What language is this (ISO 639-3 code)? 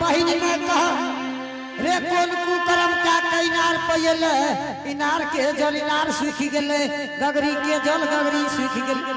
anp